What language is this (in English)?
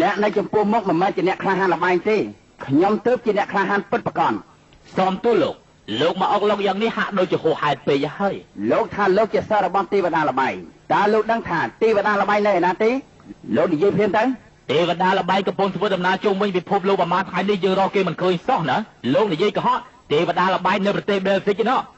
Khmer